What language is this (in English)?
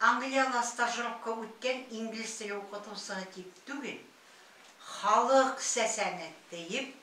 Bashkir